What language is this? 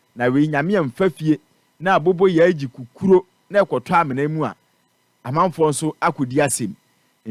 Akan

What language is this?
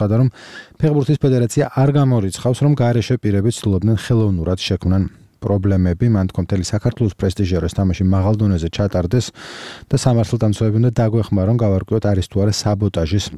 Georgian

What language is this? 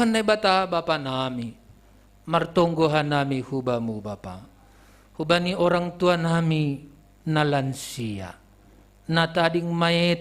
Batak Simalungun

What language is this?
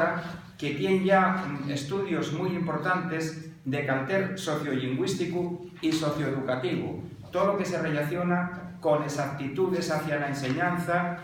Asturian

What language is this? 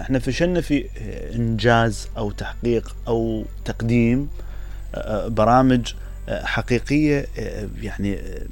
Mesopotamian Arabic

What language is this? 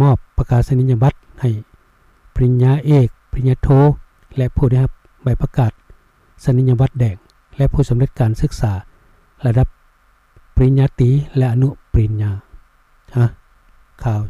Lao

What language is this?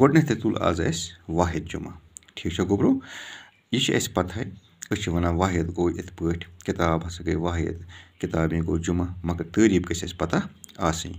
Kashmiri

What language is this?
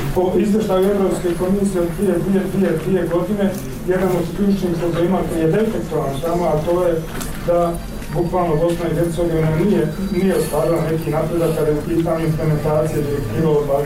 Bosnian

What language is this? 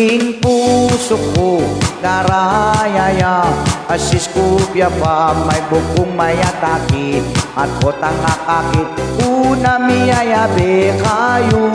Pampanga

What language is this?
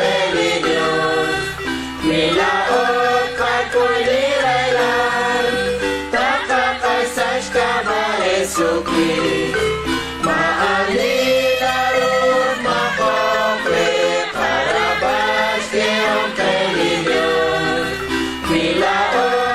Kekchí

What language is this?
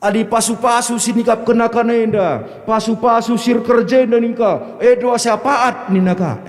Batak Karo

